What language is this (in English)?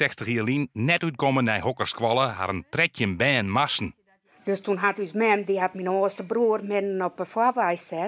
Western Frisian